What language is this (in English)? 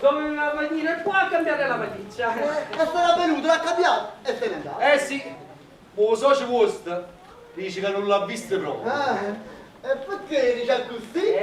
Neapolitan